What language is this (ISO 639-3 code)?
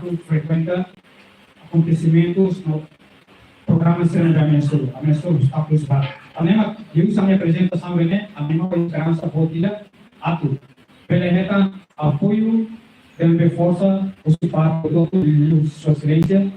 tet